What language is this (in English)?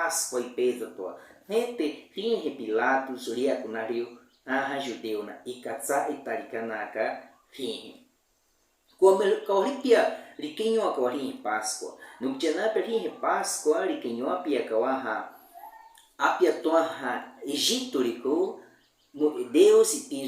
Baniwa